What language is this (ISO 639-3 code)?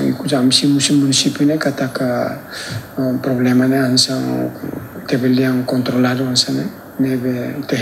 tet